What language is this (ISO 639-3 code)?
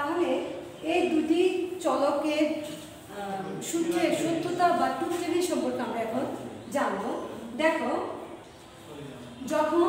ben